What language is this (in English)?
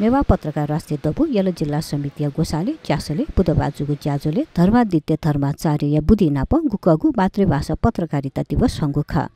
Newari